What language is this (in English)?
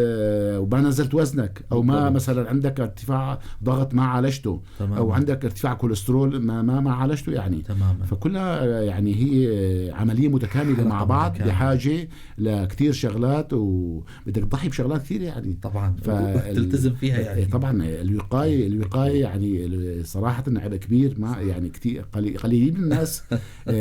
North Levantine Arabic